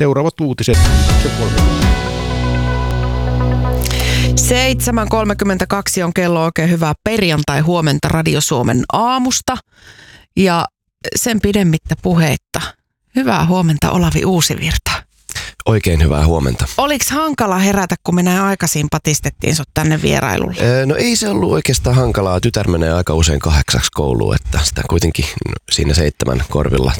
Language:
Finnish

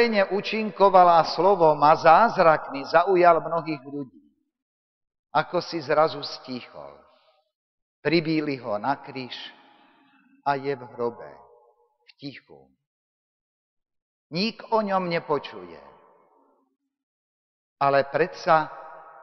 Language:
Slovak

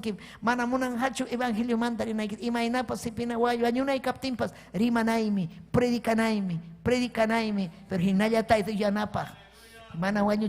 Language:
Ayacucho Quechua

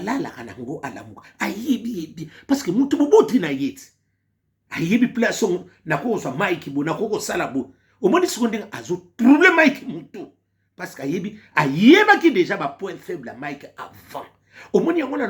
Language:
Lingala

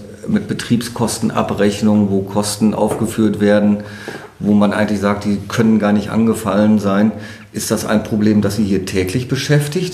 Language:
German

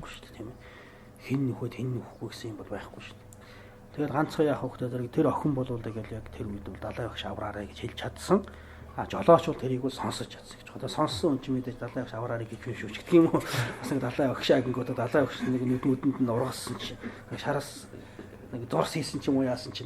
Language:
Mongolian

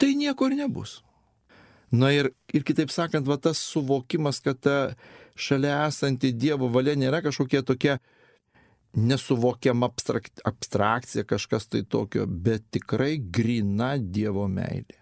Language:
Lithuanian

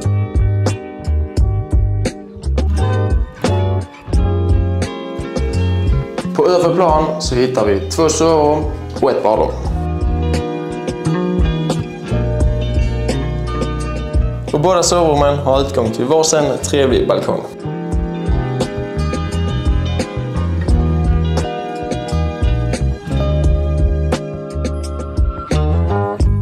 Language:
Swedish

